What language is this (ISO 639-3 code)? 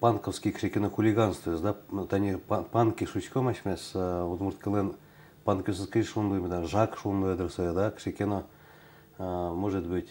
udm